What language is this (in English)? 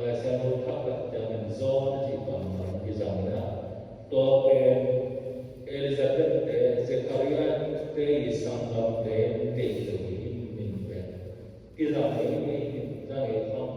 Tedim Chin